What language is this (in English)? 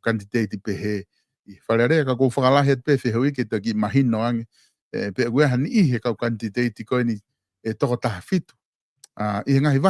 Tongan